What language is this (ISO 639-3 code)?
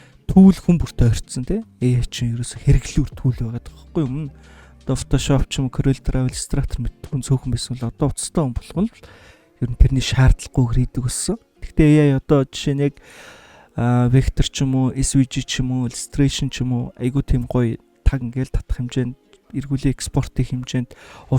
mon